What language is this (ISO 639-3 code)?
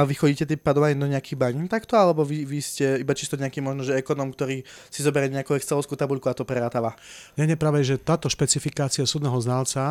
slk